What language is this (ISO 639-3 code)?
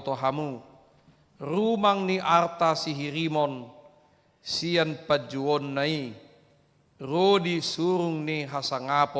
bbc